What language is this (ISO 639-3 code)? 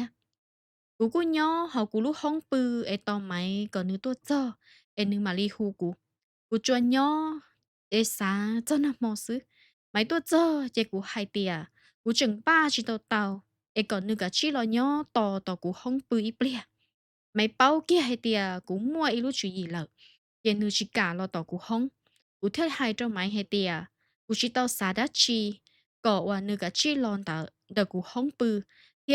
hmn